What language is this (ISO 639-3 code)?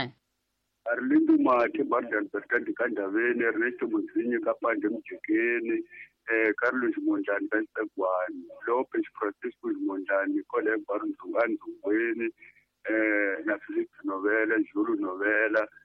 tso